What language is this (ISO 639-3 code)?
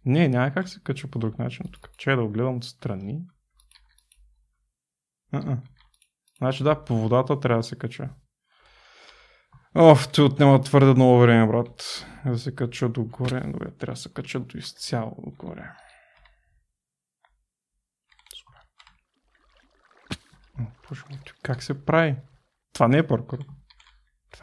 bul